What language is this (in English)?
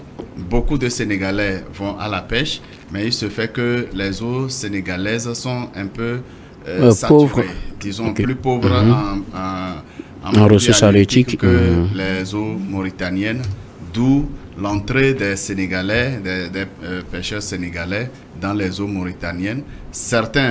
French